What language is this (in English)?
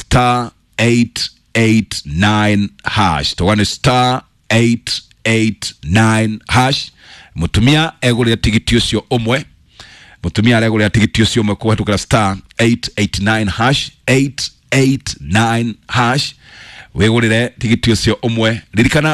Kikuyu